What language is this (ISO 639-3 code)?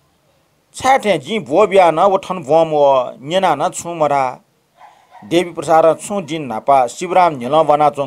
new